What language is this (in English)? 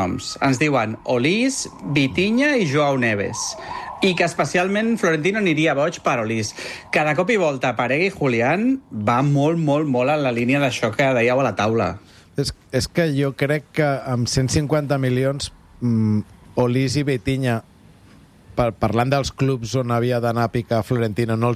Catalan